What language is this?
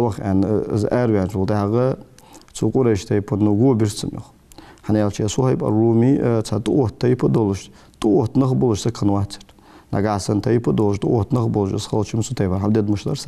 Ingush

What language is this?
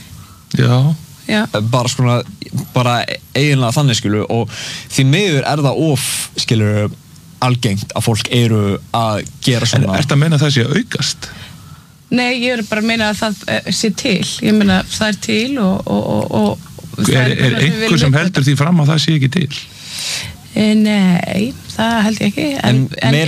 Icelandic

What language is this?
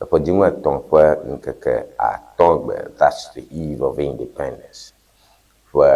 Ewe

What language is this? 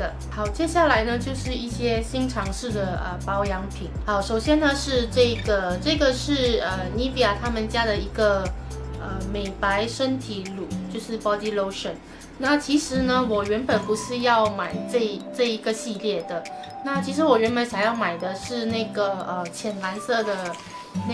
Chinese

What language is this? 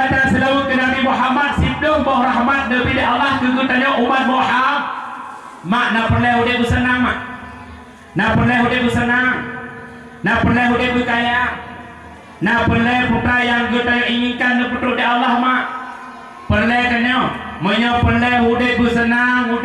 Achinese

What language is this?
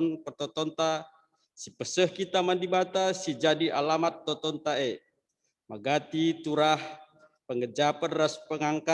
Batak Karo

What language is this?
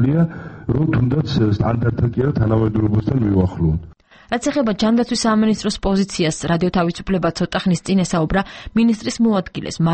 Georgian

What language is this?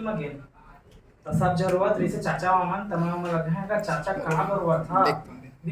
Chhattisgarhi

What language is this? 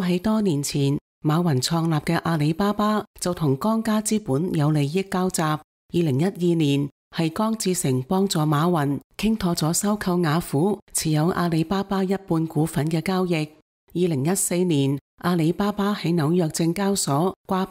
Cantonese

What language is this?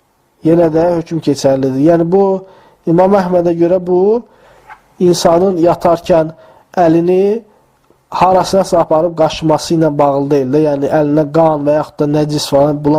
Azerbaijani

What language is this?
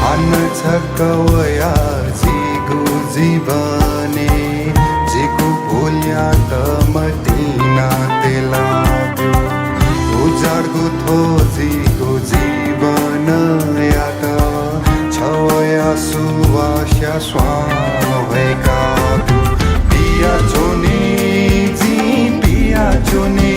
Newari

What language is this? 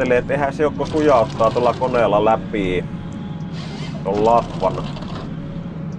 Finnish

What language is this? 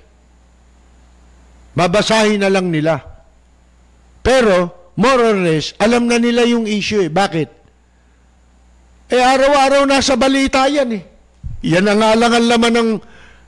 Filipino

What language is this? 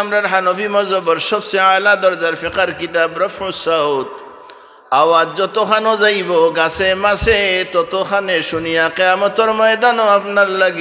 Sylheti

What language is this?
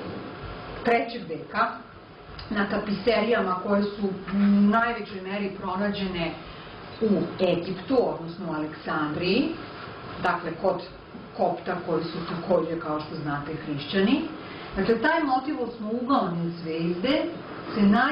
Serbian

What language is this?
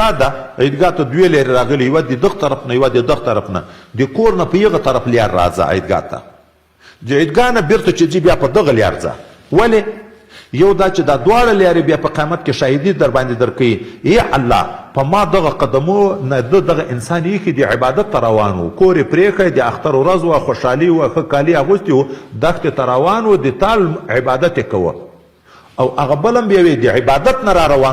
Pashto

